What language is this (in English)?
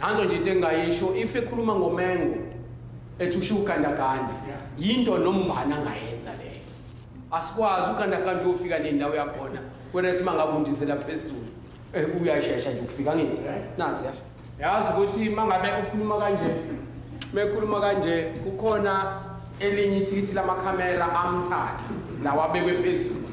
Zulu